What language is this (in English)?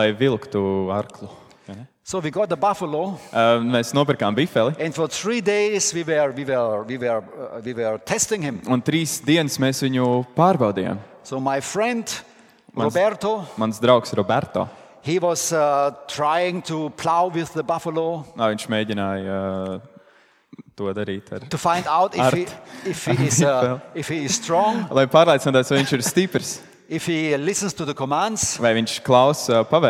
Latvian